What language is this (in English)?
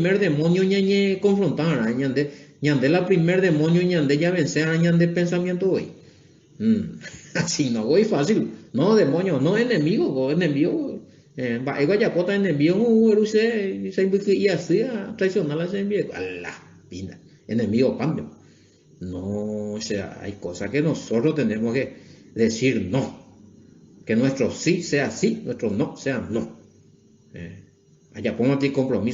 Guarani